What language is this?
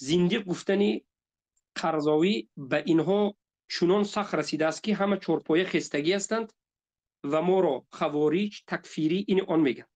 Tajik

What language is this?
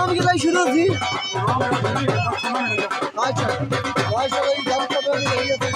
Hindi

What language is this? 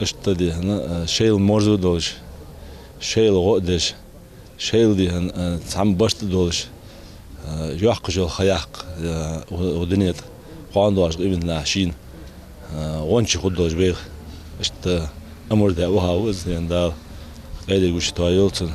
Ingush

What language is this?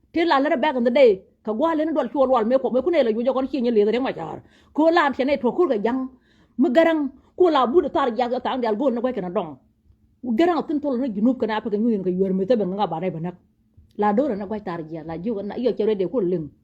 Nuer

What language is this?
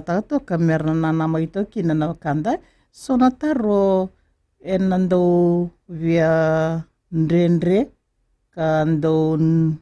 Fijian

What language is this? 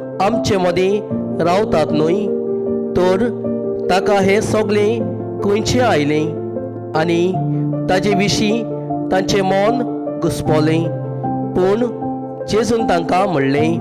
Konkani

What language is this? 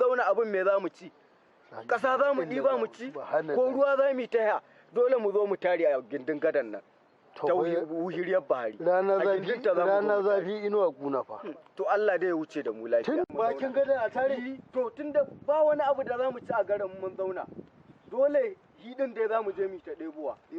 Hausa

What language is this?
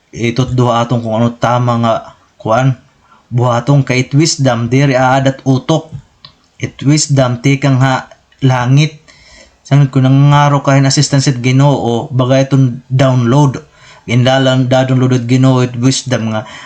Waray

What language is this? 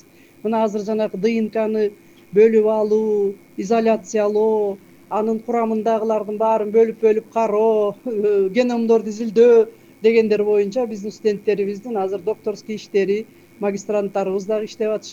Kyrgyz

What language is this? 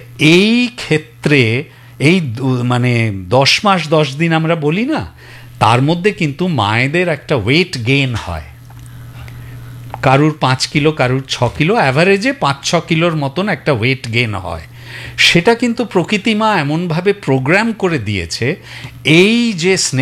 Bangla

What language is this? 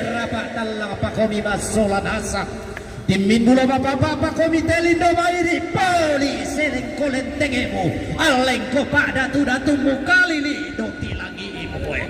Toraja-Sa'dan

